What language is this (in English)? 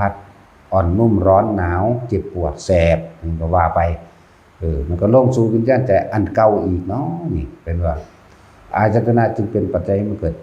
Northeastern Thai